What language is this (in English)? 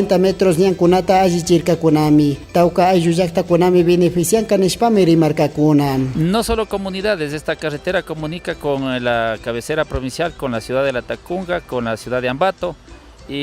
Chimborazo Highland Quichua